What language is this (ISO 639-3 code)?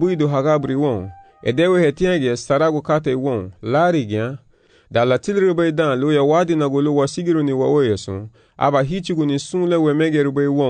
cab